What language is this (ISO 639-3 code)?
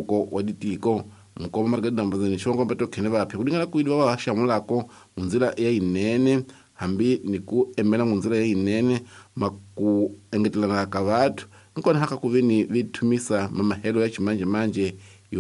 tso